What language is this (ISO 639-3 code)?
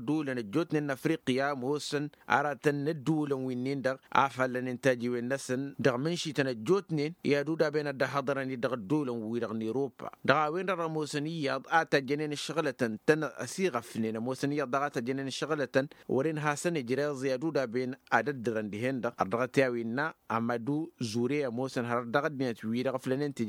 taq